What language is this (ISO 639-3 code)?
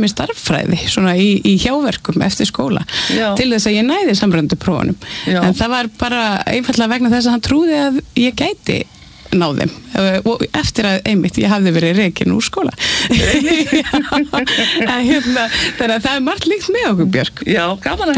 isl